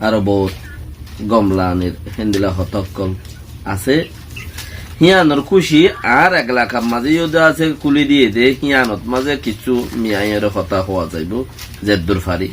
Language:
Rohingya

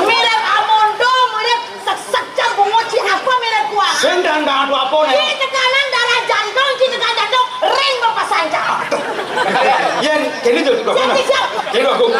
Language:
Balinese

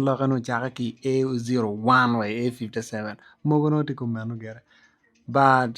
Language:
Acoli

